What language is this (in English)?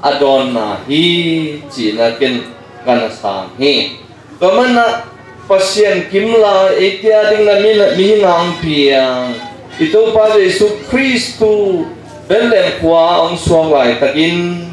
Tedim Chin